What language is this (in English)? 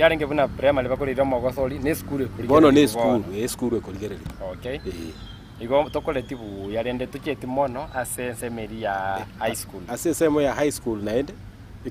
Gusii